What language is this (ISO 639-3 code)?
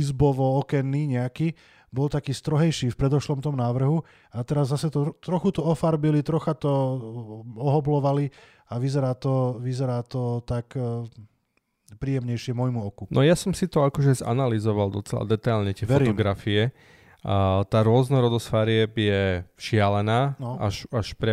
slk